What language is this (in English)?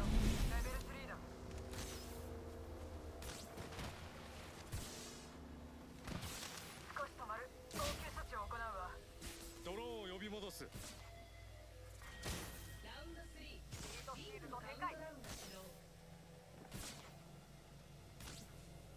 Japanese